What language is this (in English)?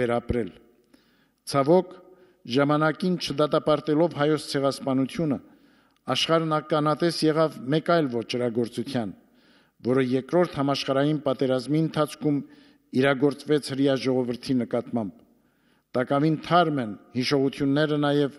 Armenian